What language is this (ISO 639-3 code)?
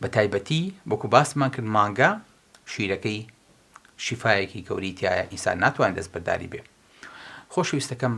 ckb